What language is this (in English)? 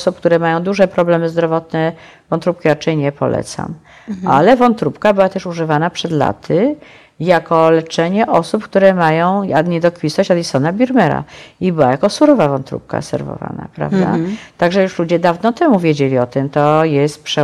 Polish